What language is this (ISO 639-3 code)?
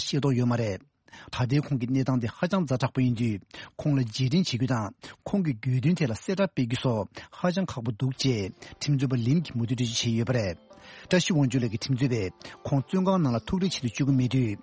bod